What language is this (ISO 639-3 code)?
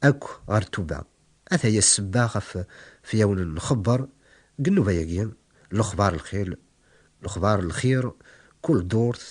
kab